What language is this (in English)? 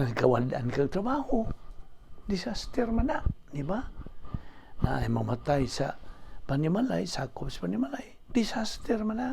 Cebuano